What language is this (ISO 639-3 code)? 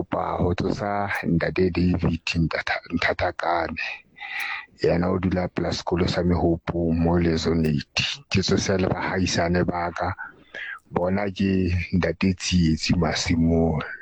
sot